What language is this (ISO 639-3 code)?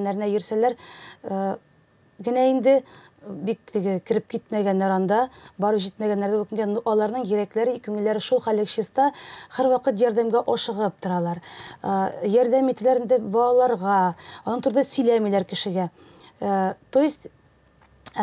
tat